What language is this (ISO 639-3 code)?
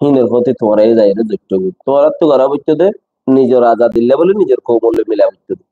rhg